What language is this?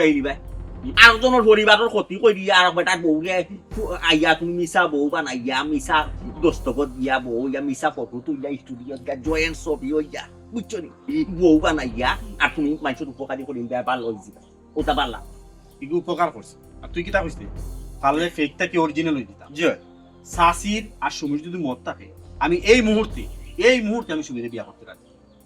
Sylheti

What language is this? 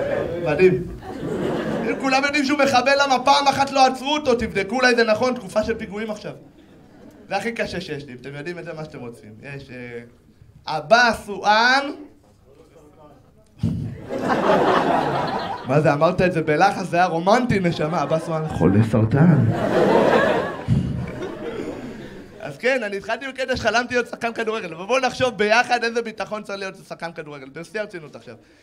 Hebrew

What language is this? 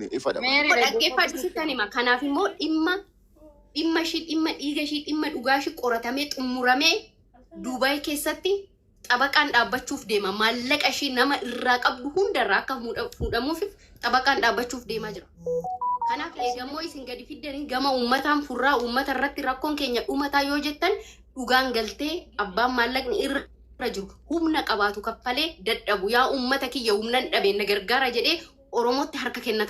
Oromo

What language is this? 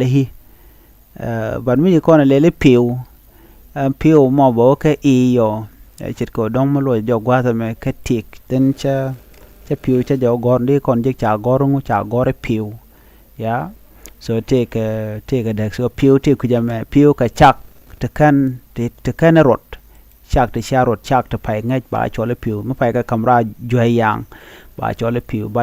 Nuer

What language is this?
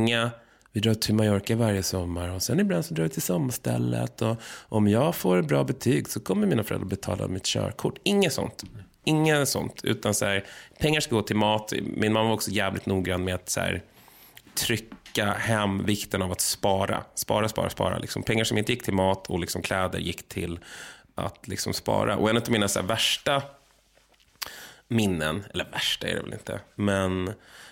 Swedish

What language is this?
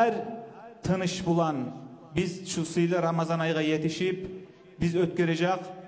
Kumyk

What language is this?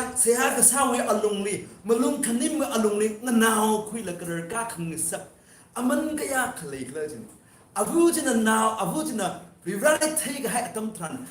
Tangkhul Naga (India)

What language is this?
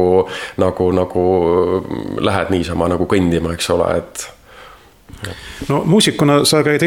Estonian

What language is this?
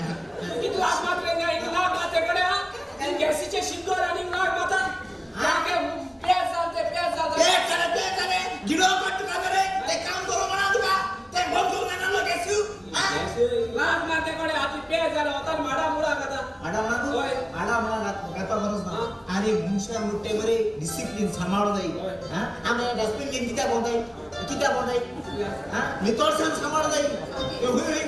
Konkani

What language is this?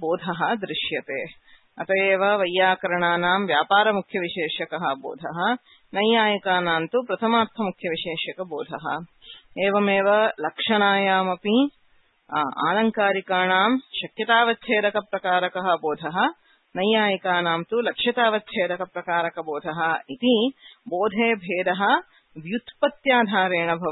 Sanskrit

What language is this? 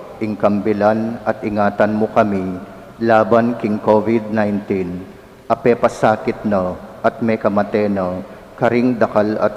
Pampanga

